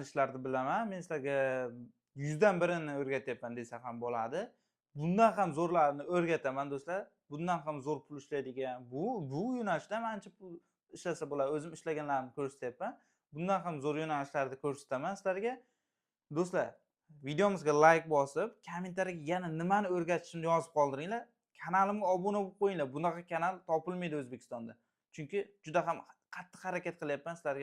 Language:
Uzbek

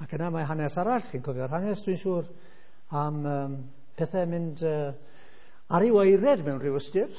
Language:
Welsh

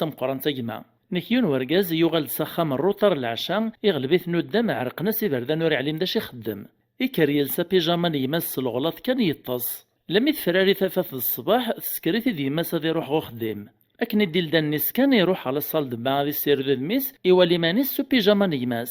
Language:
Kabyle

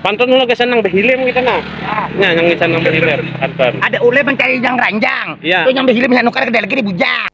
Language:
Banjar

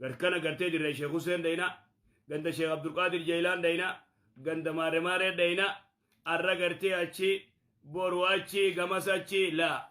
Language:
Oromo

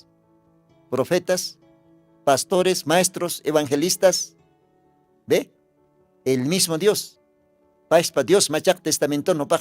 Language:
Aymara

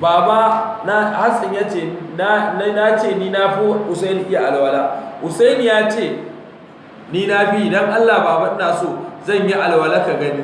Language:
Hausa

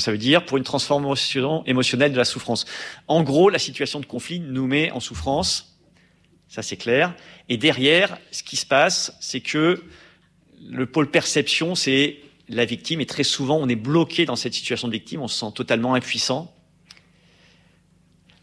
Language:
French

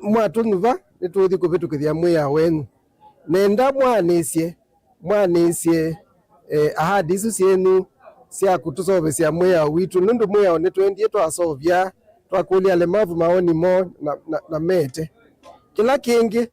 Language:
Kamba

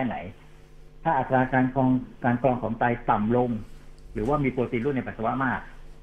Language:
Thai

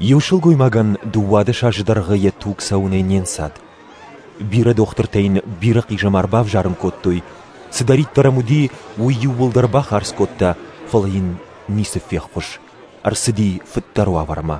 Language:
Ossetic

